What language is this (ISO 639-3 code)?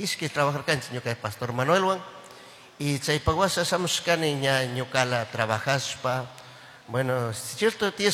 qug